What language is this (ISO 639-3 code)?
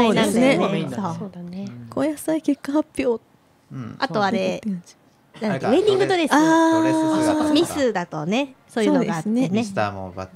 jpn